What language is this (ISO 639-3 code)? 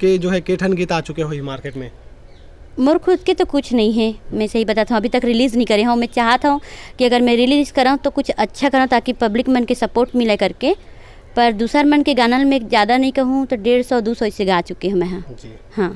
hne